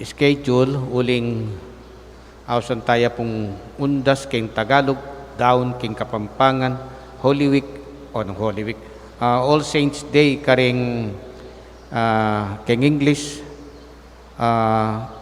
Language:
Pampanga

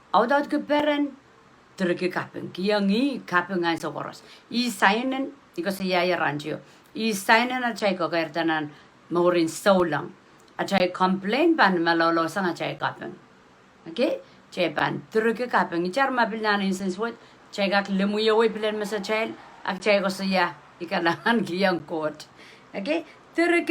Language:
Pohnpeian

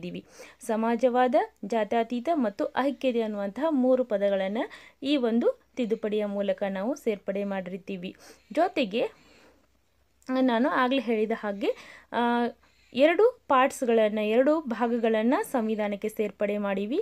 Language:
Kannada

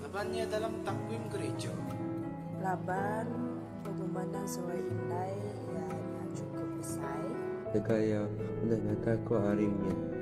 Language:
Iban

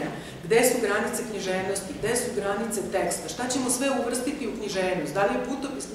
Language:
Serbian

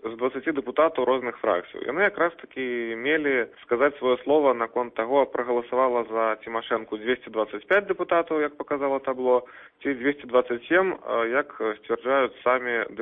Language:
Belarusian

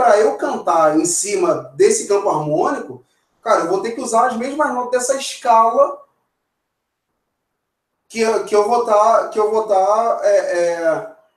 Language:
Portuguese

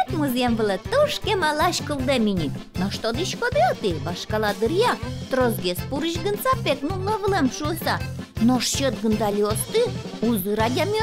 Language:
Udmurt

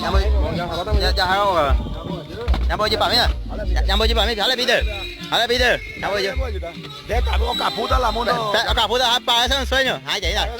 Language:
Guarani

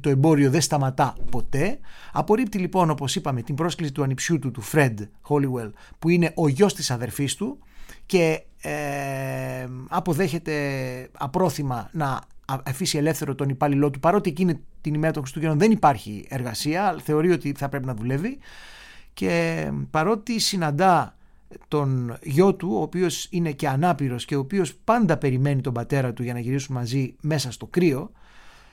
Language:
Greek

